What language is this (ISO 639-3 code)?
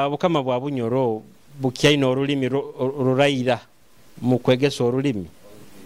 nyo